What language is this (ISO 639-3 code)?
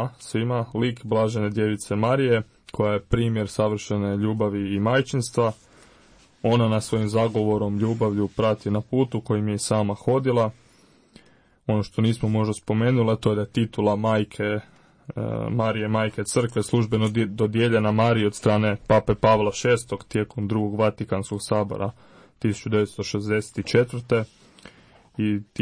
hrv